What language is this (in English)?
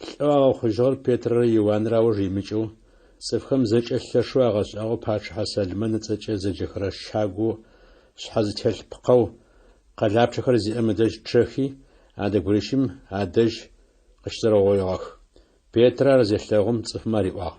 Adyghe